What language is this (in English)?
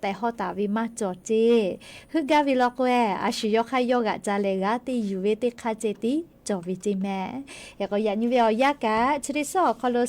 Lahu